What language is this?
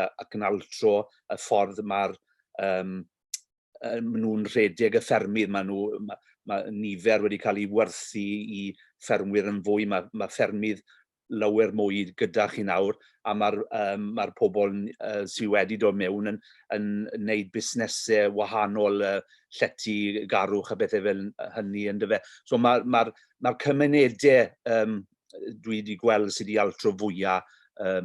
Welsh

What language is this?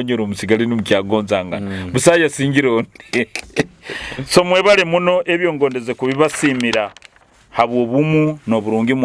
Nyoro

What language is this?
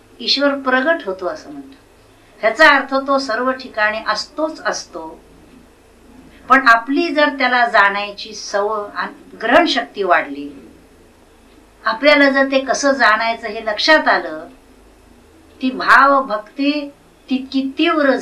Marathi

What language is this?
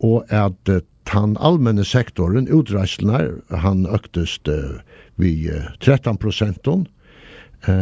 Faroese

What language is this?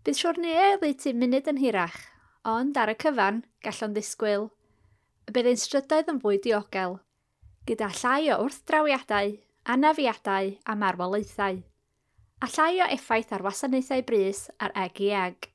Welsh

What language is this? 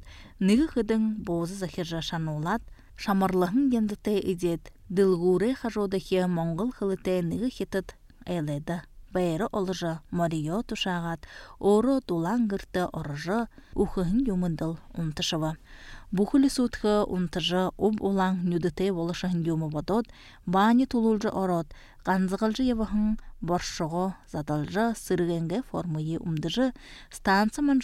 Buriat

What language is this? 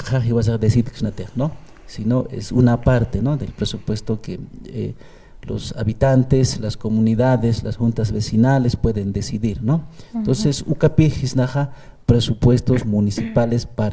Aymara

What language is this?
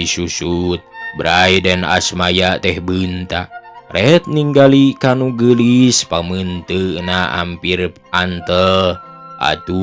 Sundanese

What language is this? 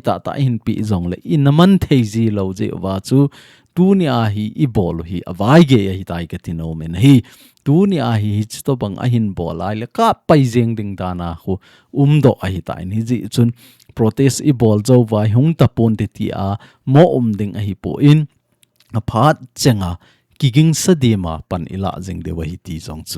Thado Chin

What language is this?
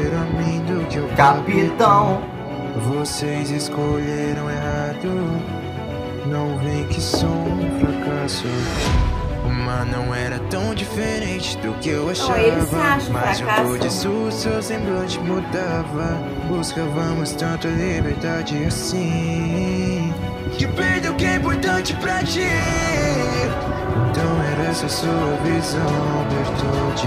Portuguese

